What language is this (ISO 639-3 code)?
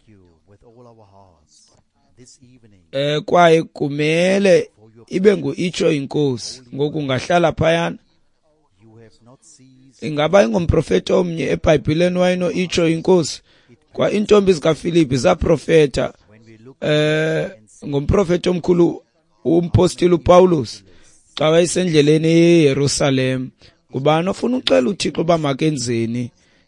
xho